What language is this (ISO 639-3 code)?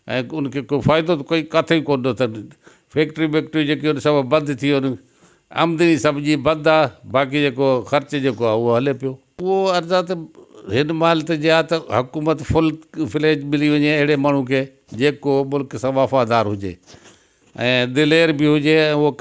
snd